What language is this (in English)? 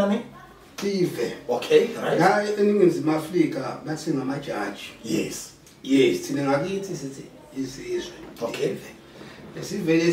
Zulu